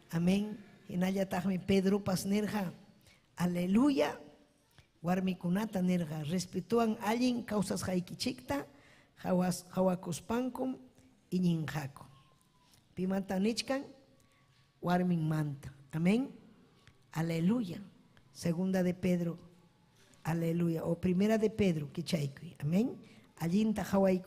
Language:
Ayacucho Quechua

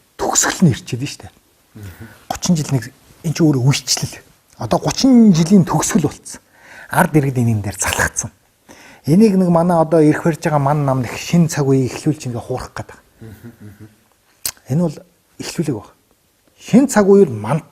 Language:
Mongolian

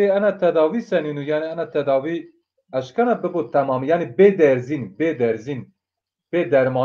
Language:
Zaza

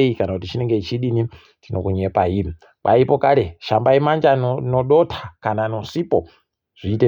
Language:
Ndau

